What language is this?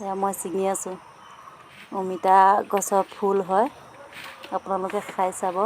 Assamese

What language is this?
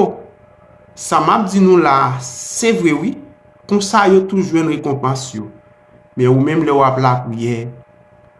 Haitian Creole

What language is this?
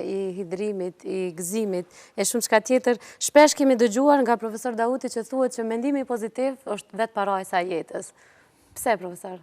Albanian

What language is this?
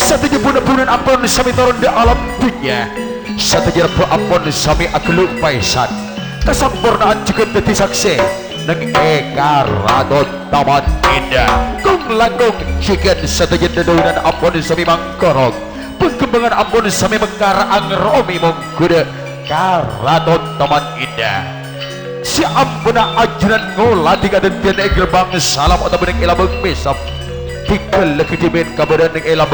Madurese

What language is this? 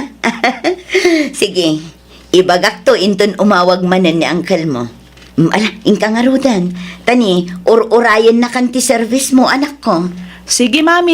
Iloko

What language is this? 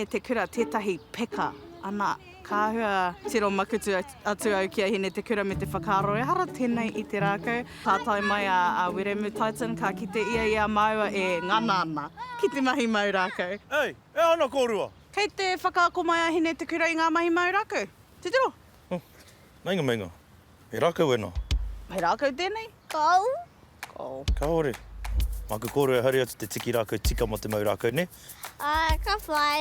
Māori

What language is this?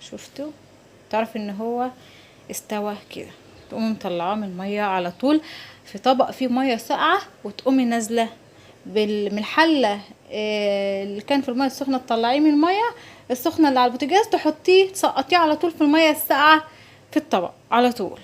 Egyptian Arabic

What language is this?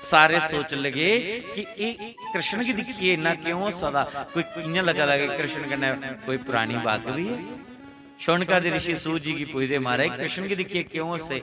Dogri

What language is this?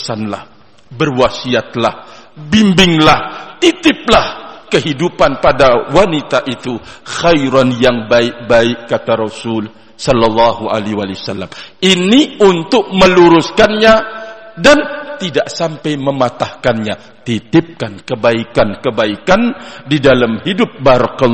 Indonesian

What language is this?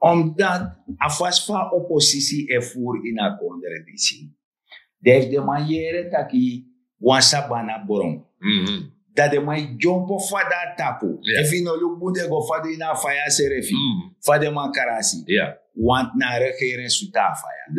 Sranan Tongo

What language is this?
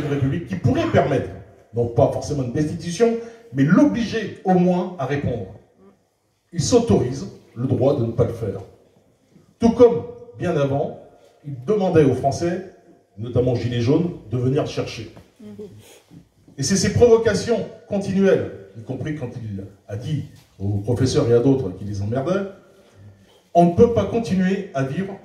French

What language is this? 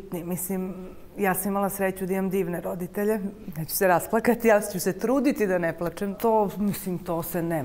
Serbian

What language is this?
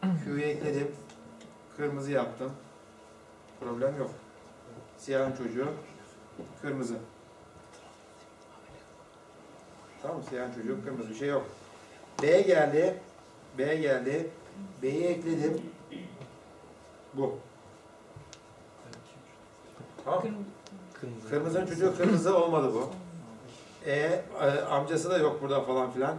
Turkish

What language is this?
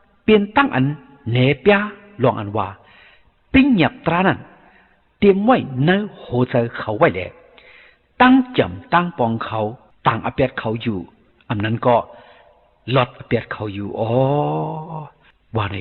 Shan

